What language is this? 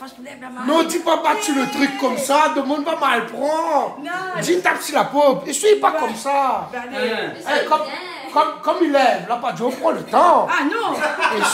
Réunion Creole French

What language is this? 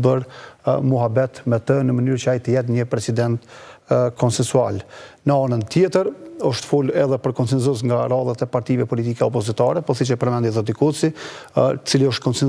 Albanian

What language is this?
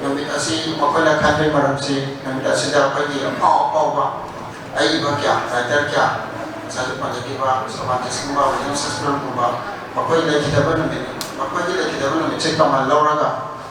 Manipuri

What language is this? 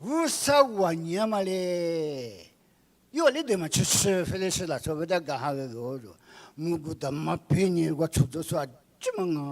Lisu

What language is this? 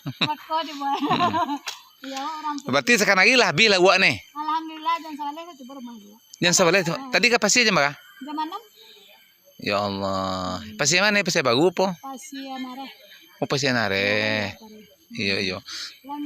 Minangkabau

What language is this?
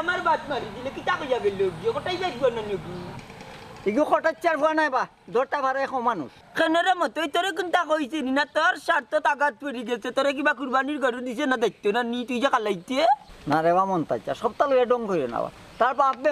Sylheti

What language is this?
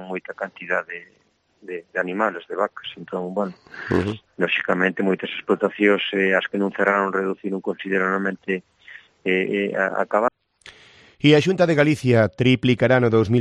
Galician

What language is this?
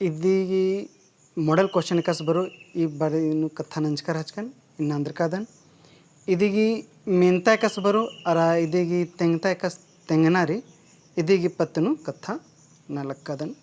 Kurukh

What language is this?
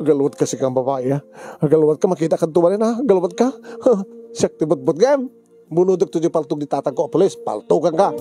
Iloko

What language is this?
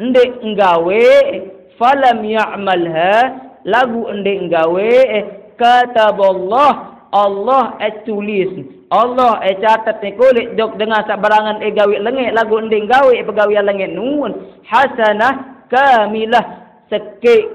Sasak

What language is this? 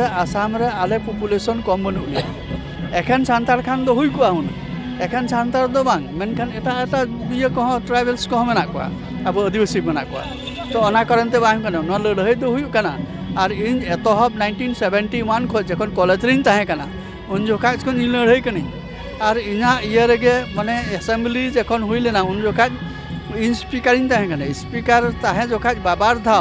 Santali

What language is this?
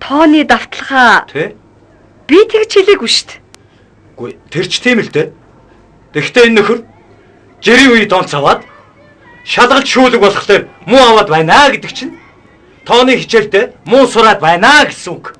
Mongolian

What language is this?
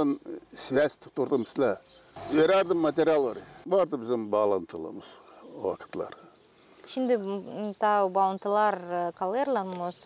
Gagauz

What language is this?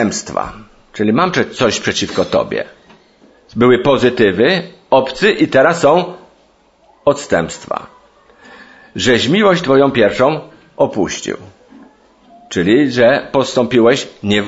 Polish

